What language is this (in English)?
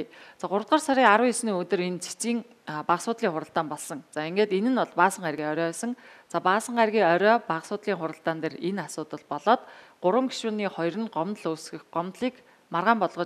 Mongolian